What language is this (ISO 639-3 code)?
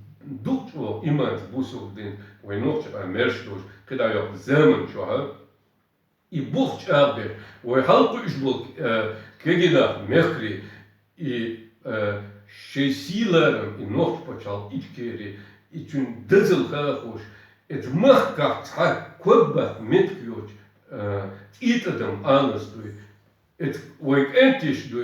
che